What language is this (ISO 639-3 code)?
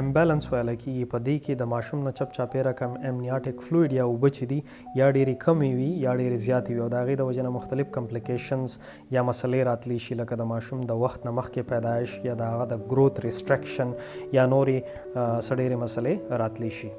pus